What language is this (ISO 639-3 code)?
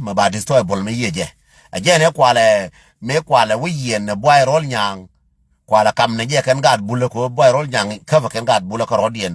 nus